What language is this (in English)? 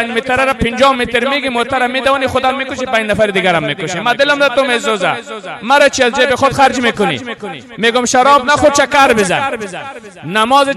Persian